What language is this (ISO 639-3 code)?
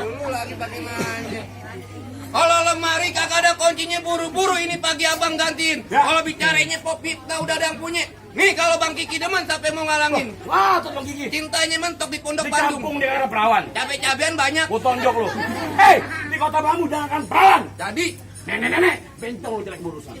bew